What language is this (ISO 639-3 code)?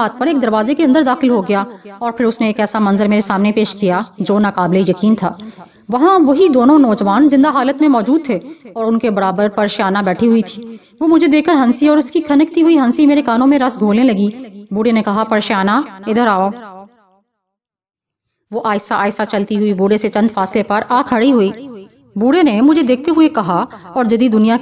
urd